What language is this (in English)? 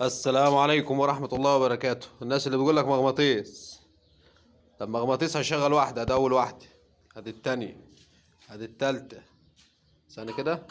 Egyptian Arabic